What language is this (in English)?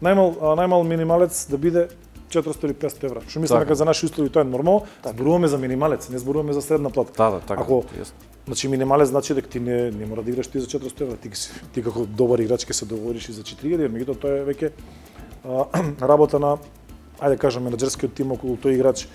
Macedonian